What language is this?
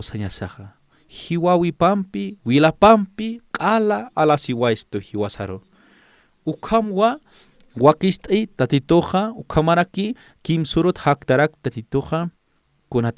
Aymara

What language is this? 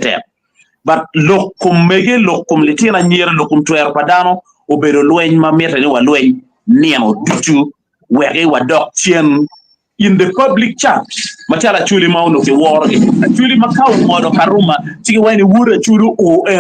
Acoli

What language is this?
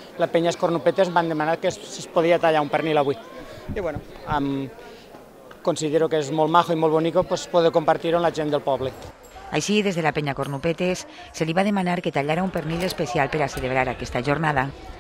Catalan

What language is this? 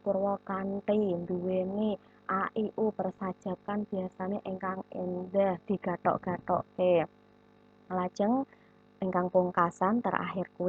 Javanese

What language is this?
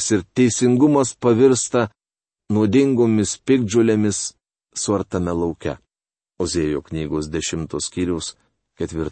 Lithuanian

